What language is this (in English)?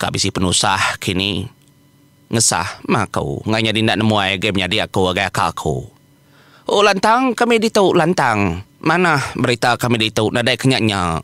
Iban